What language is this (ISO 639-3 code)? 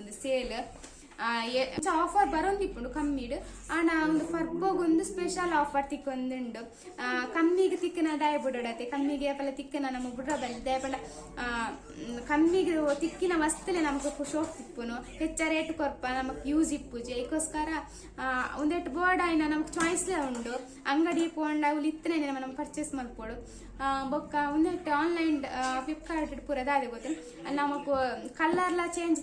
tcy